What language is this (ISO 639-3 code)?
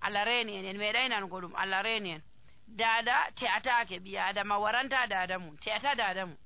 fuv